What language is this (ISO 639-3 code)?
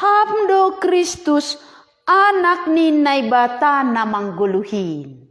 bts